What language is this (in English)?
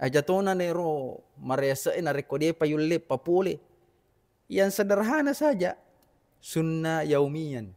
Buginese